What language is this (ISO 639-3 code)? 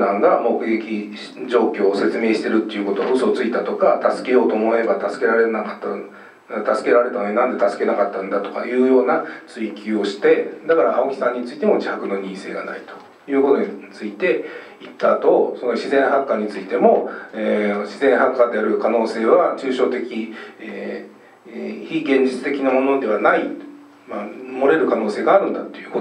jpn